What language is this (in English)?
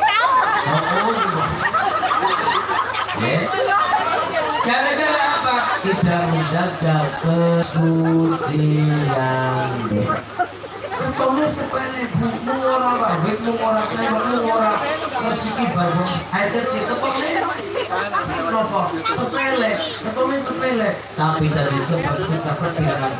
Indonesian